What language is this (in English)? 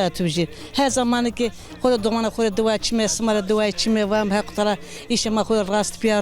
Zaza